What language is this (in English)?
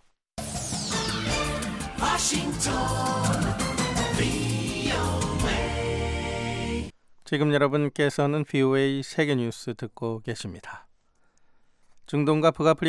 Korean